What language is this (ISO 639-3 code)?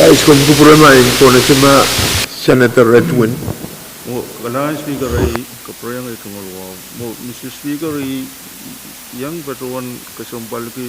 pon